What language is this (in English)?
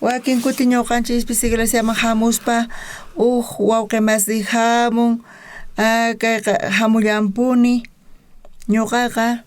South Bolivian Quechua